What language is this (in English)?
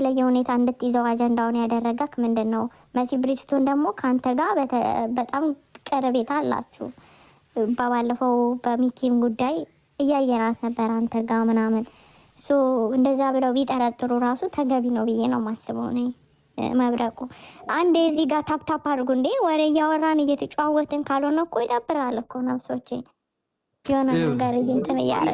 Amharic